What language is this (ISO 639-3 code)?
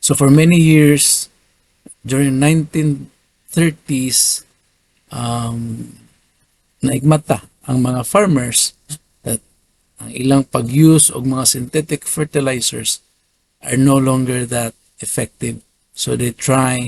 ceb